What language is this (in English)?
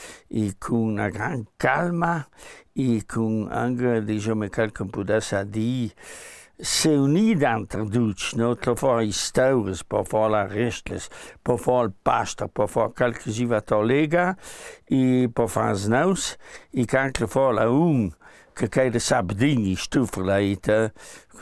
Ladin